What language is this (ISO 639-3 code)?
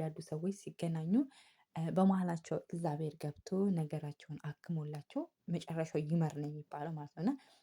amh